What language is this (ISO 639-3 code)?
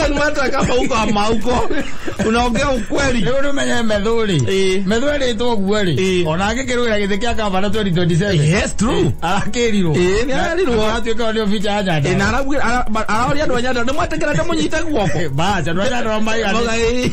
kik